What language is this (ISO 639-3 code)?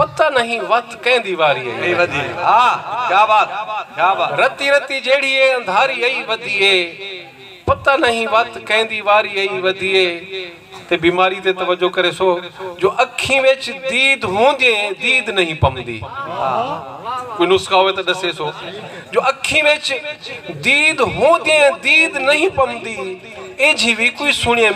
skr